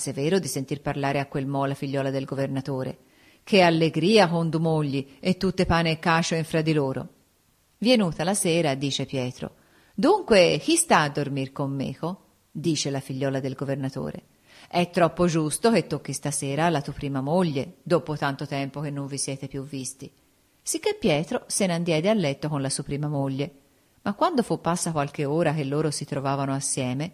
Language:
Italian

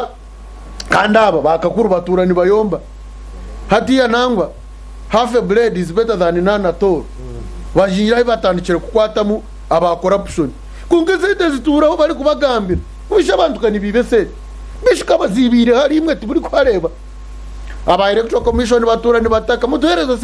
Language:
Nyankole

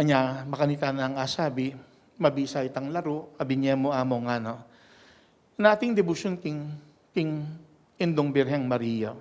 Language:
Pampanga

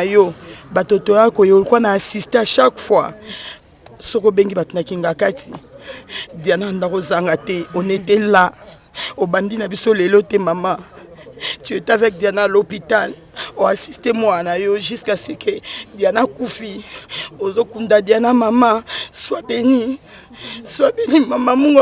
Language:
Lingala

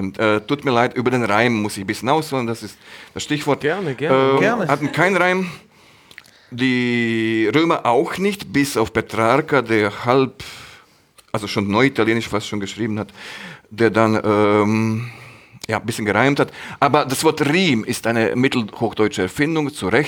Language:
German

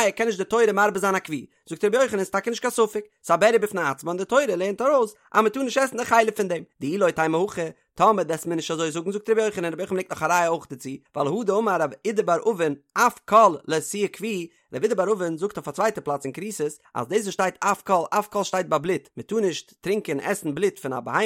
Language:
Yiddish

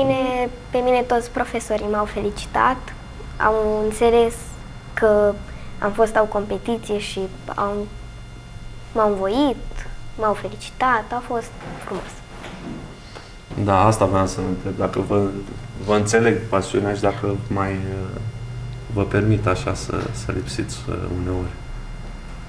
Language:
Romanian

